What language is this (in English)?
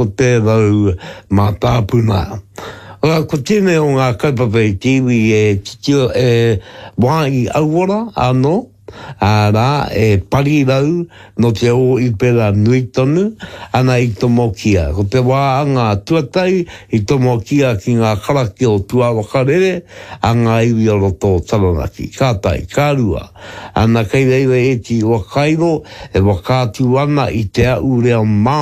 Māori